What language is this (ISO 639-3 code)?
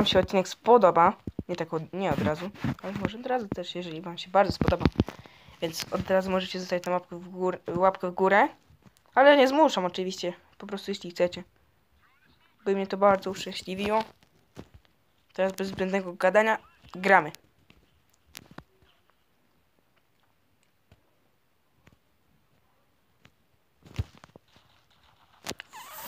pol